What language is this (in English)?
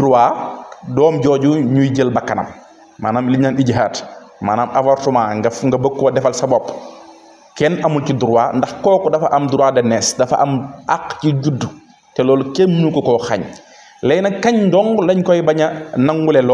Wolof